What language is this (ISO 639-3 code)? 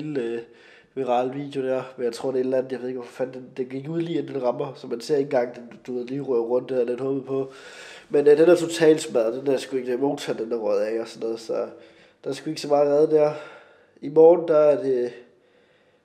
dan